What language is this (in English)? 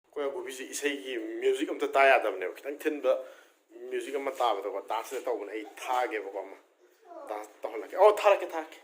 Manipuri